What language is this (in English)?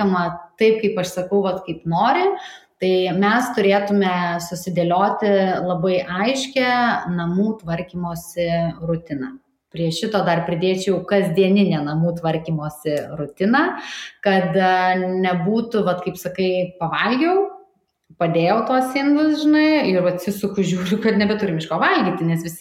Lithuanian